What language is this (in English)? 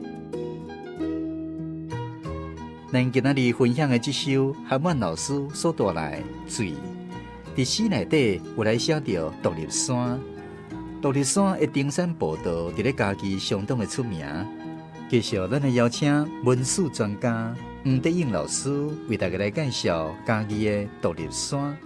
Min Nan Chinese